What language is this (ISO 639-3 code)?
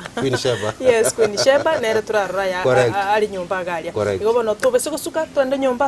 guz